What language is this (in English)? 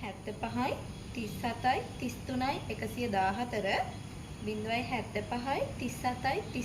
Sinhala